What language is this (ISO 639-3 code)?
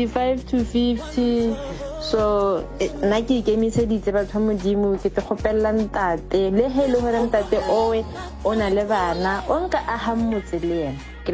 nso